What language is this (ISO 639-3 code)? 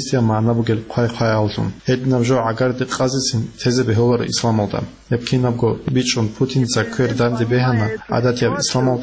ava